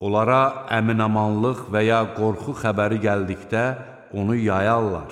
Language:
Azerbaijani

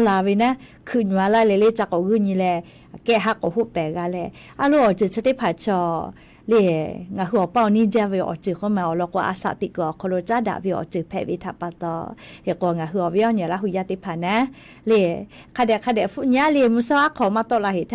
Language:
Lahu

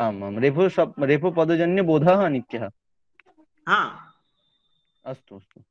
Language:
Sanskrit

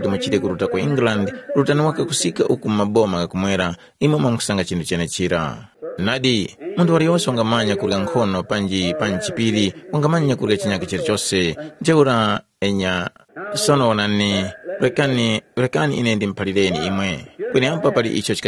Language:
Tumbuka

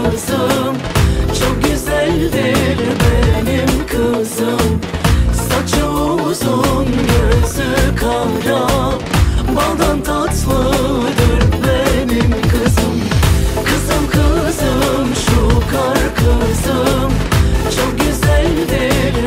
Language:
Turkish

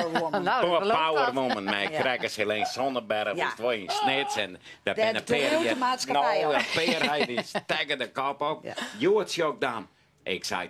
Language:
Western Frisian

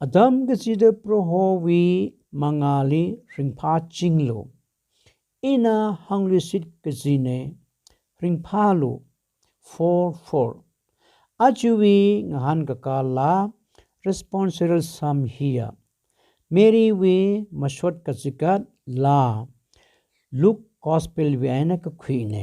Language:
Tangkhul Naga (India)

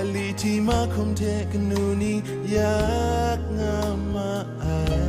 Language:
Kachin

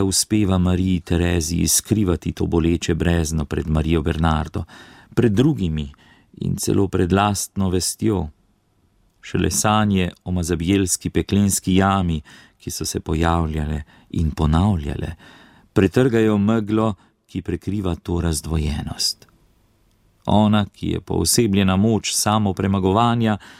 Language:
Slovenian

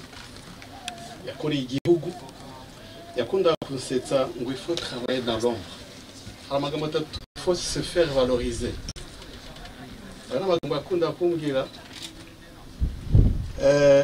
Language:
Kinyarwanda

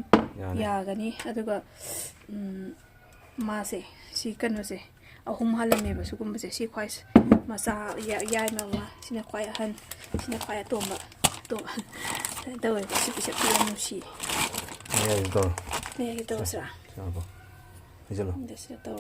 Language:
Manipuri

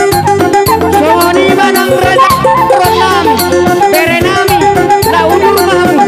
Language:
Batak Toba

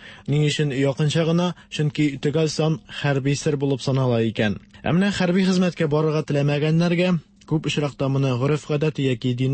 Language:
Tatar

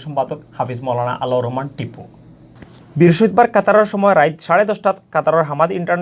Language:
Sylheti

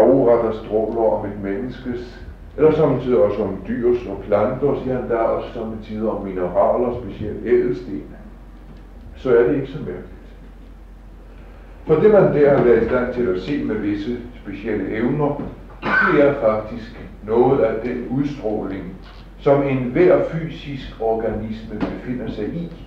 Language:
Danish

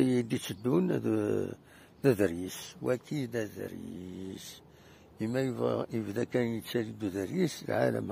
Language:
Kabyle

